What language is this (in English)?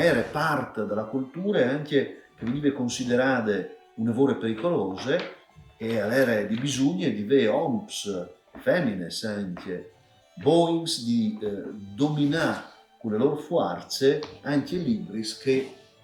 Friulian